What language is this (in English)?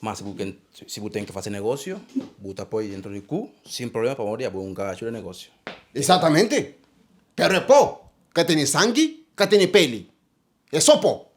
Kabuverdianu